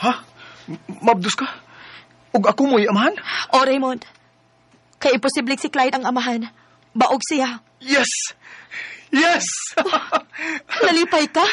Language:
Cebuano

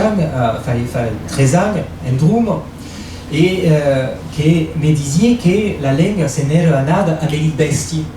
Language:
Occitan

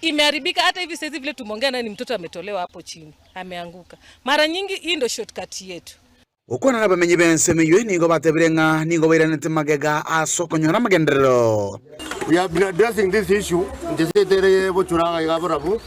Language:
Gusii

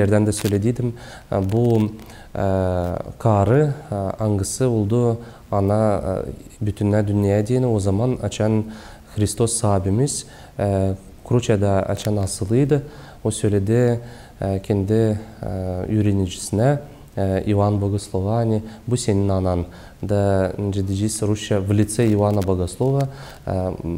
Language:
Gagauz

